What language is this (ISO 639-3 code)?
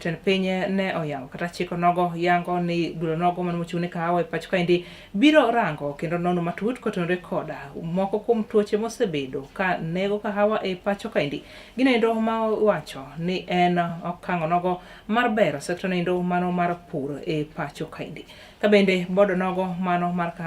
luo